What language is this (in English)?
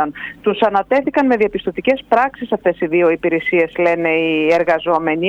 Greek